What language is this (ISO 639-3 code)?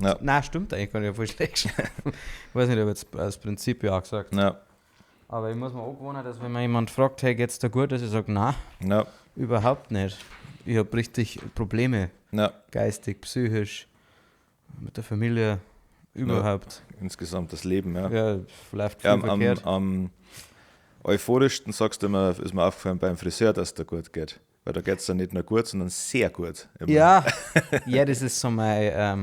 bar